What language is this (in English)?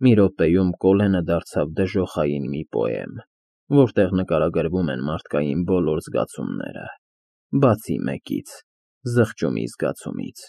Armenian